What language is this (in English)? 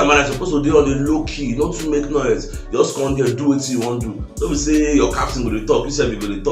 Nigerian Pidgin